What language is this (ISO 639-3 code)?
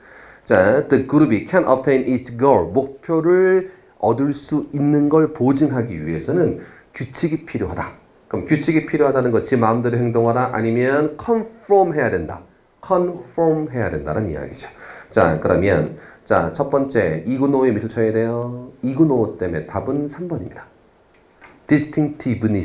kor